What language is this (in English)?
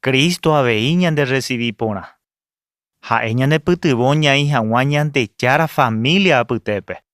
Guarani